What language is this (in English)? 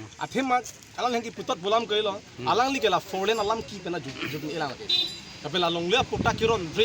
Karbi